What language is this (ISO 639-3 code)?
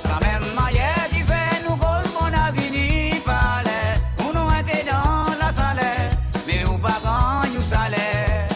crs